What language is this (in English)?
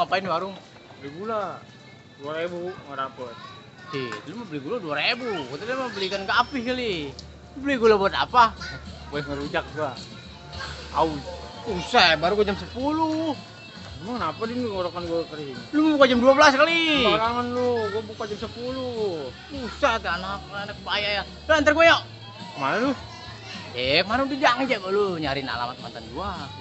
Betawi